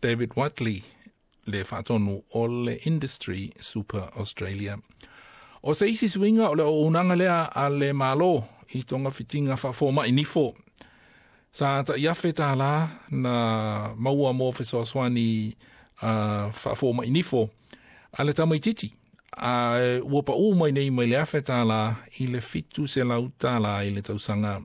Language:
Samoan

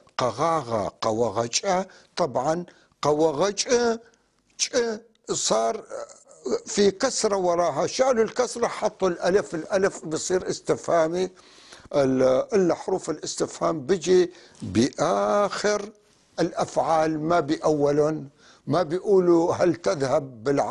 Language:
North Levantine Arabic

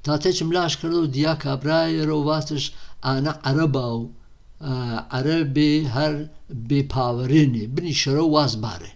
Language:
Gurani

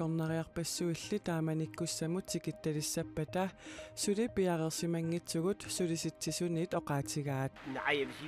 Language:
Kalaallisut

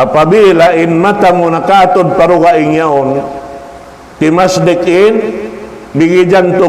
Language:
Tausug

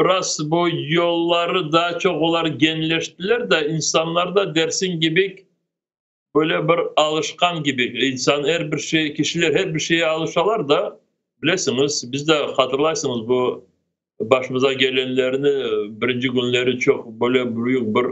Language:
Crimean Tatar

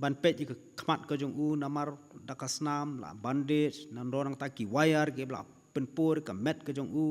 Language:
Khasi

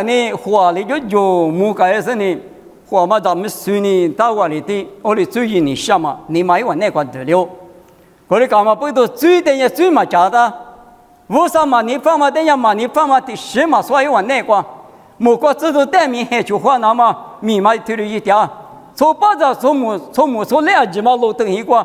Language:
Lisu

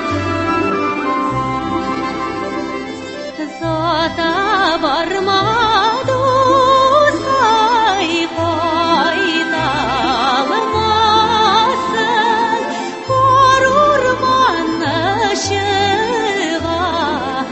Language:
Tatar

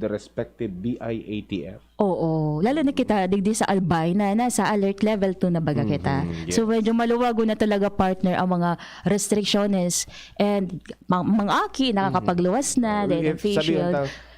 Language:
Bikol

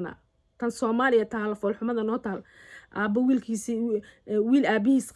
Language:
Somali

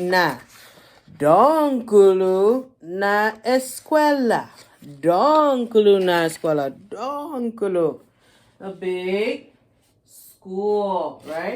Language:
Chamorro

